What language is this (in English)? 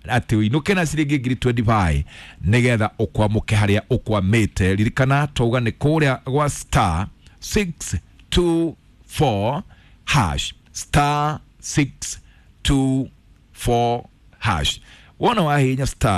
Kikuyu